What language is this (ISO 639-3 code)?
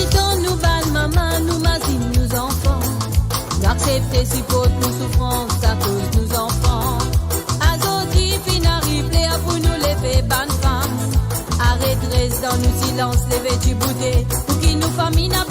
mfe